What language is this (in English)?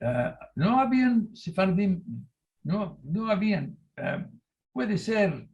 Ladino